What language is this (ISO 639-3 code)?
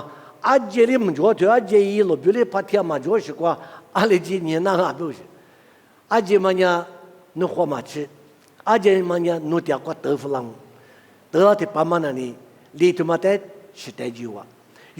lis